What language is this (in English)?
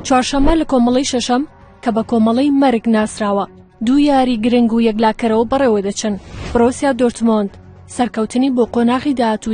Central Kurdish